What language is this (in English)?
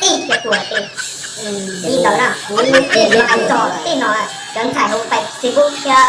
Hmong